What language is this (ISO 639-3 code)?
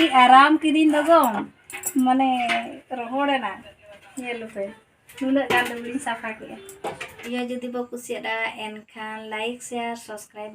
sat